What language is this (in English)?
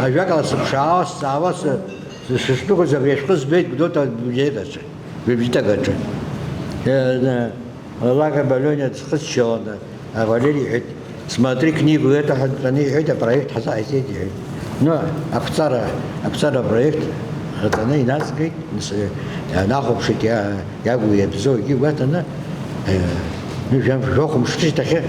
Abkhazian